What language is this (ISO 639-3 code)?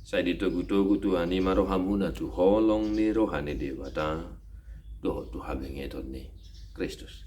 bbc